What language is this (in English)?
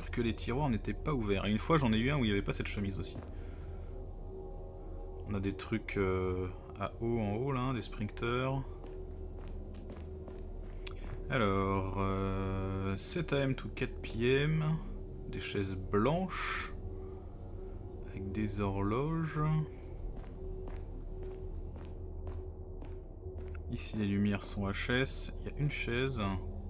French